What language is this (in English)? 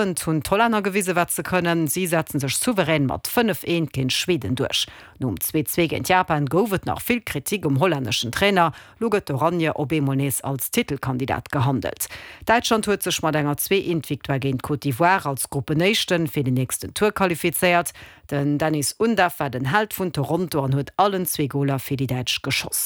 Luxembourgish